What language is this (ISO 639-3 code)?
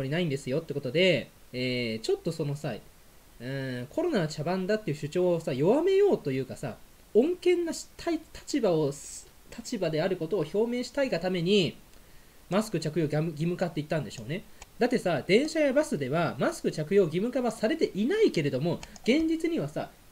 jpn